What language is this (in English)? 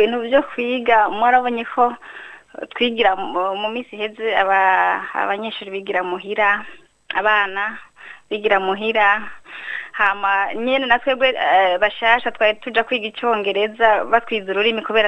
Rundi